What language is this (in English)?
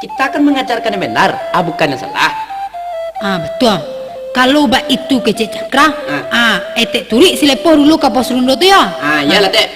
Minangkabau